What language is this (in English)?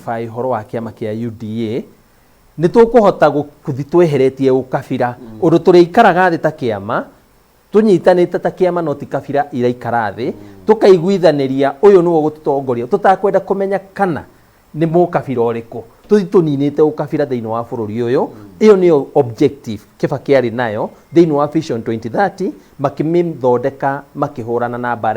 Kikuyu